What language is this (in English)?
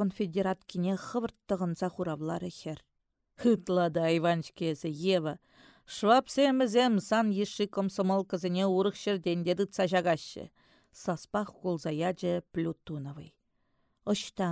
Chuvash